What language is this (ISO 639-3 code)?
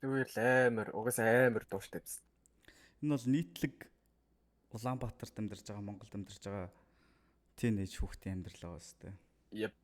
mon